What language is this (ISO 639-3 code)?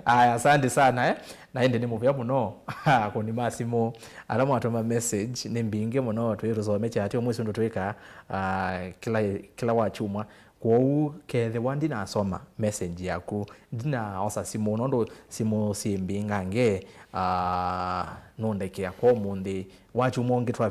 kam